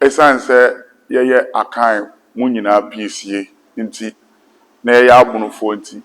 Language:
Akan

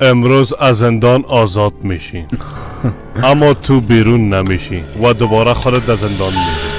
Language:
Persian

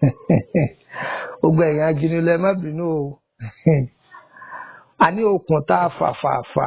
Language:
Yoruba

